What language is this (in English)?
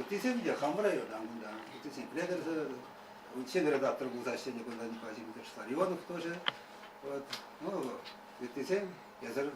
Chuvash